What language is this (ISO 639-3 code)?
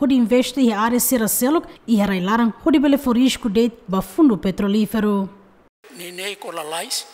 tet